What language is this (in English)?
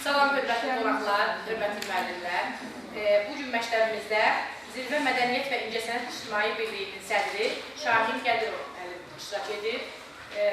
Azerbaijani